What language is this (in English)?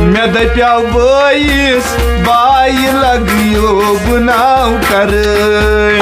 Kashmiri